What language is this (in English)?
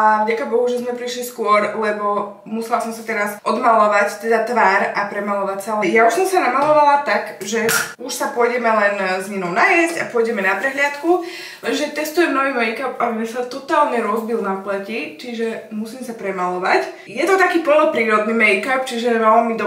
Slovak